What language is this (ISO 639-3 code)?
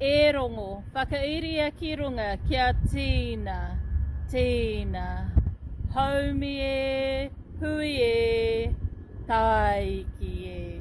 mri